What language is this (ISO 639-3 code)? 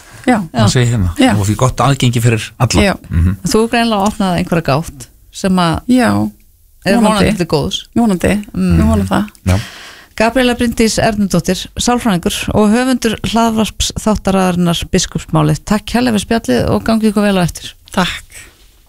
isl